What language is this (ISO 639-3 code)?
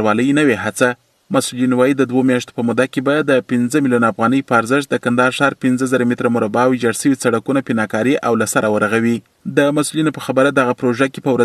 pus